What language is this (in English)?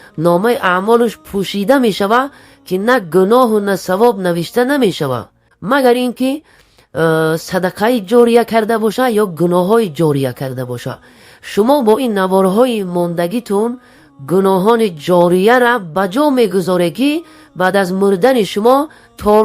Tajik